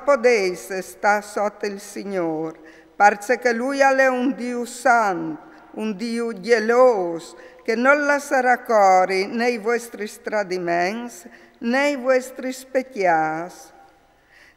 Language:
Friulian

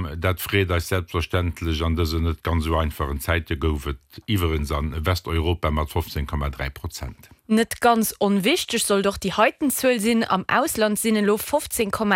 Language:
Luxembourgish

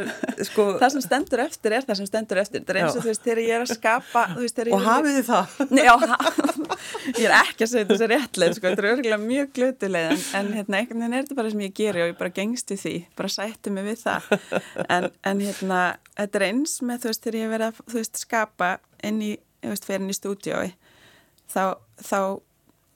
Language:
Icelandic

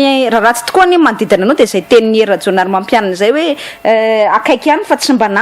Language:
Malagasy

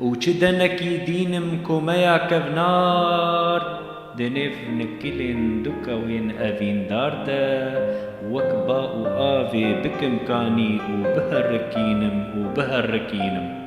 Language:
Kurdish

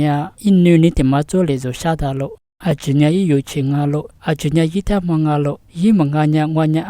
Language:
Lisu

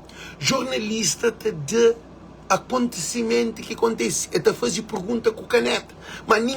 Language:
Kabuverdianu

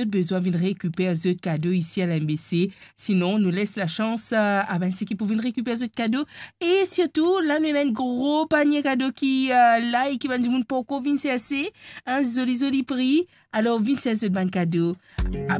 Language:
Morisyen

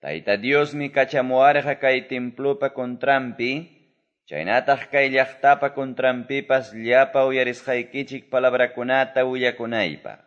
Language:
Quechua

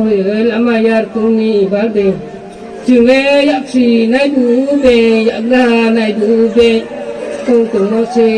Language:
Riang (India)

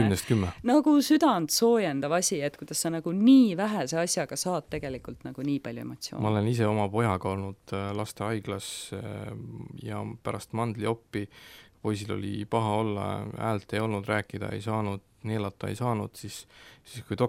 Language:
Estonian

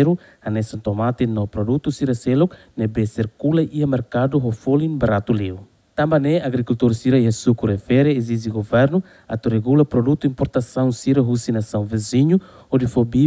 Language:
Tetum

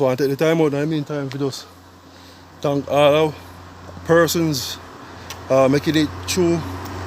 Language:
Jamaican Creole English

